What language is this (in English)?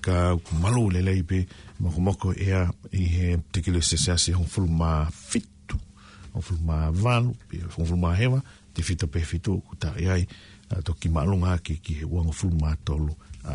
Tongan